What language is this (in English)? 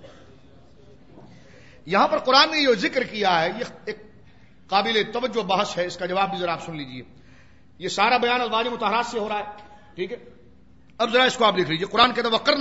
Urdu